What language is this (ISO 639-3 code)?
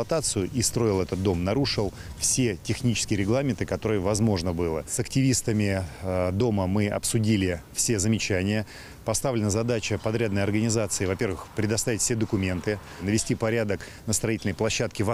rus